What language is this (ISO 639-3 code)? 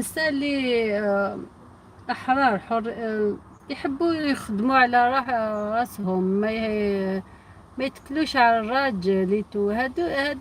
arq